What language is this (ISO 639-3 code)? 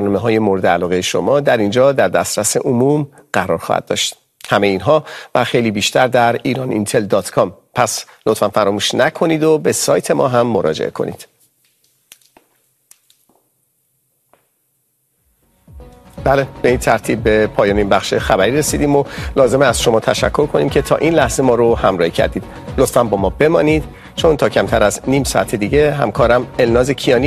fas